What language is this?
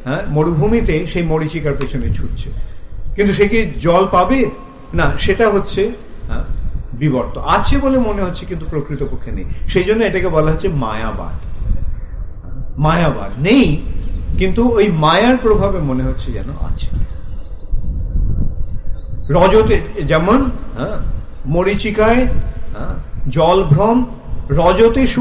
Bangla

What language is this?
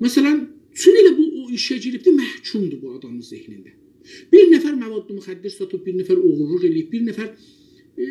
South Azerbaijani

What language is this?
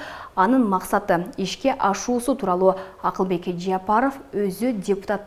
Kyrgyz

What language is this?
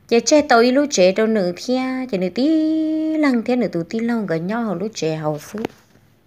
Vietnamese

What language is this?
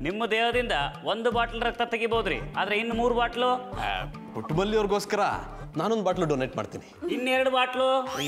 Kannada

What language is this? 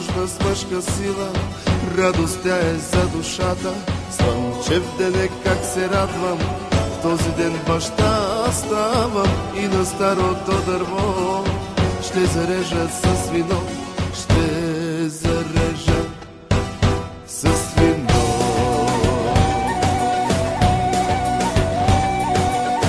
Bulgarian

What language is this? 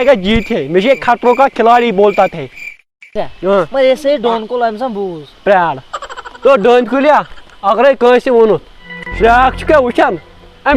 Kashmiri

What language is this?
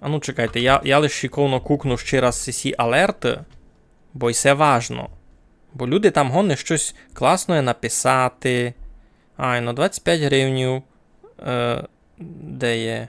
Rusyn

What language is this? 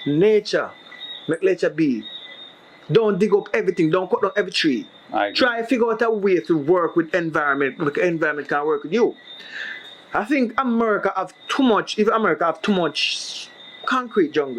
Jamaican Creole English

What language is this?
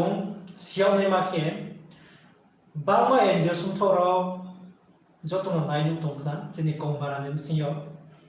Riang (India)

